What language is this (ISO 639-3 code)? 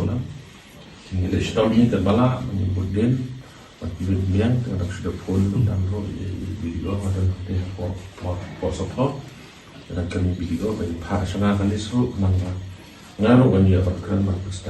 kha